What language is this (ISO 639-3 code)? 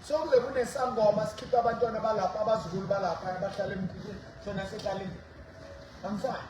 sot